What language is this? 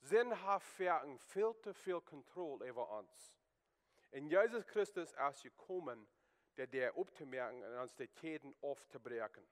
Plautdietsch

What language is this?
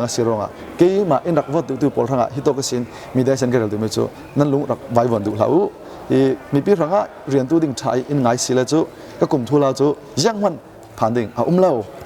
Falam Chin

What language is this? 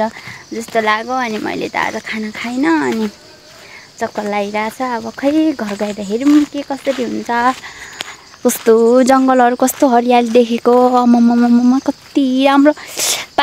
Nepali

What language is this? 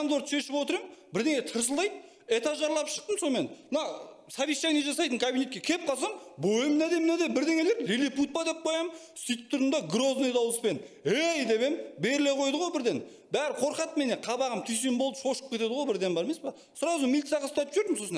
Kazakh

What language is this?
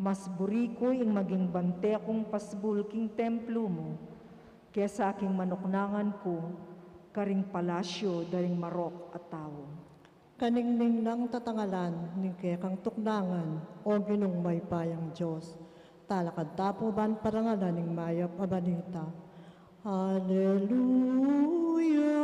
Pampanga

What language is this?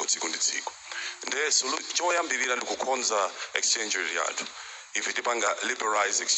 Nyanja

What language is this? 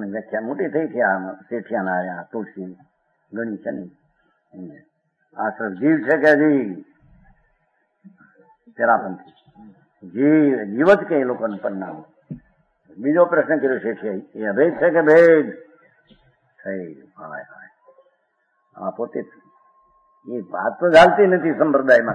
Gujarati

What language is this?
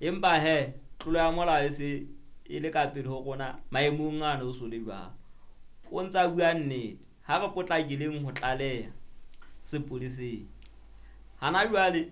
Southern Sotho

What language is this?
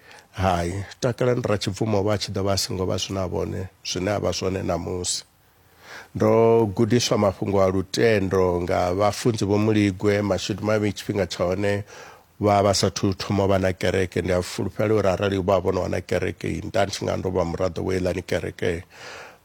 Venda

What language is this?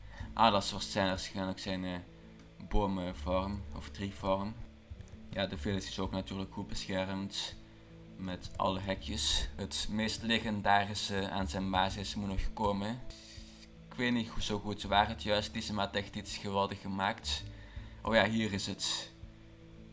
Dutch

